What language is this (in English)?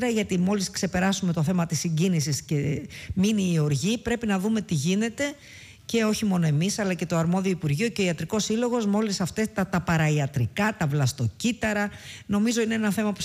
Greek